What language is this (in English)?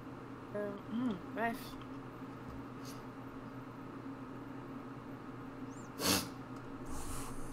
French